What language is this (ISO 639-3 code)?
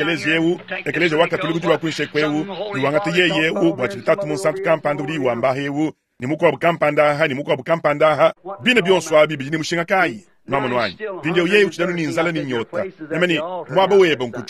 lua